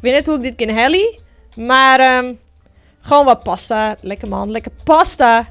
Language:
Western Frisian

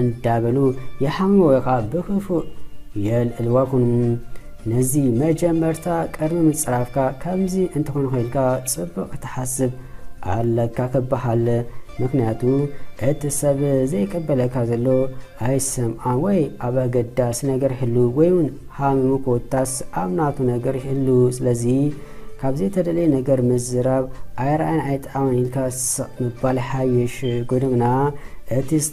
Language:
Tigrinya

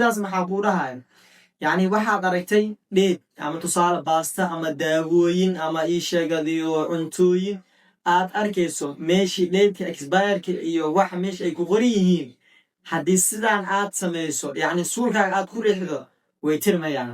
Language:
Somali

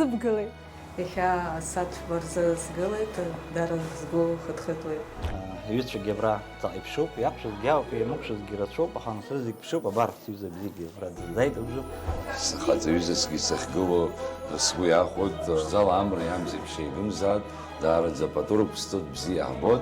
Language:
Abkhazian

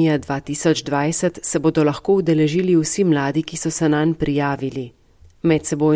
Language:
Slovenian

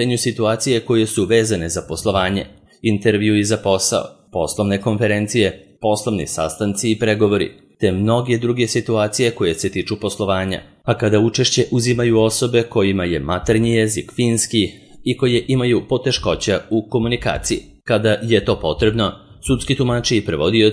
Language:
Serbian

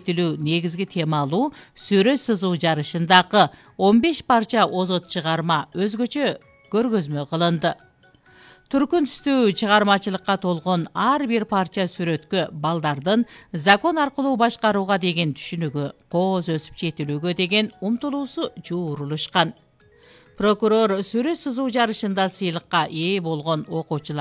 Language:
Kyrgyz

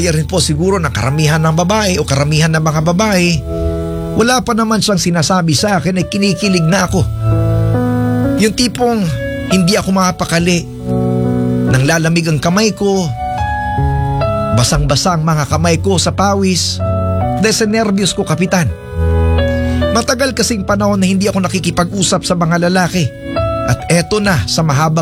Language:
Filipino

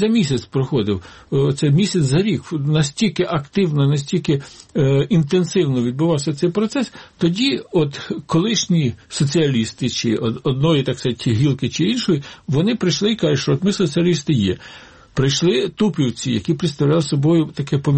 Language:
Ukrainian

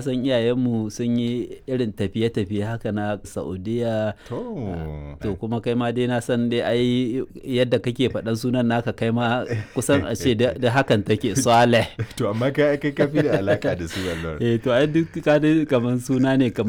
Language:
Hausa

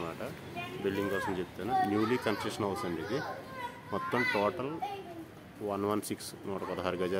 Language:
Telugu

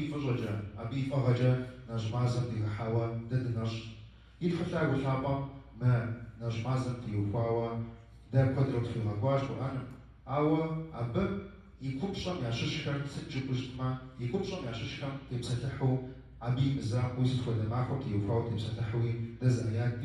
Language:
Kabardian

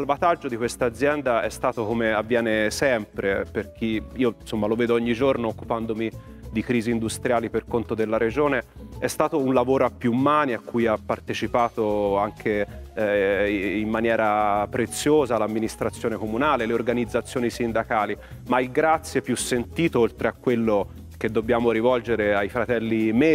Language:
Italian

